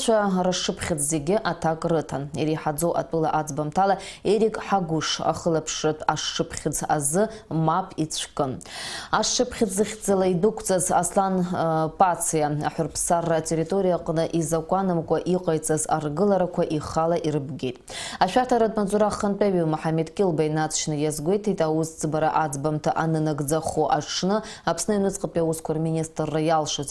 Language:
Abkhazian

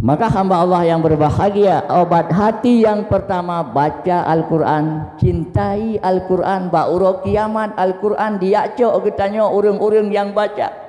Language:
Achinese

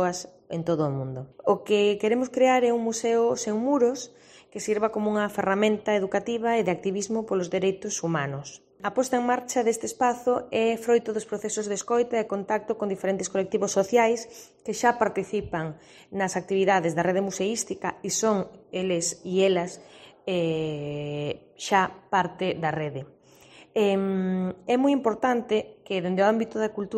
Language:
Galician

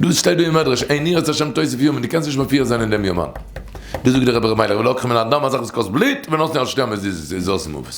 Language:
Yiddish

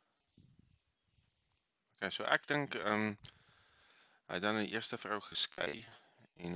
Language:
Afrikaans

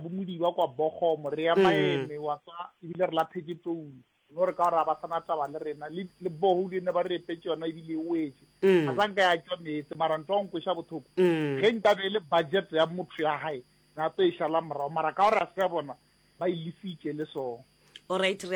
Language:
Northern Sotho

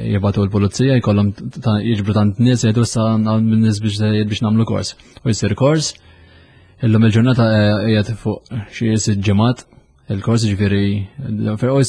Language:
Maltese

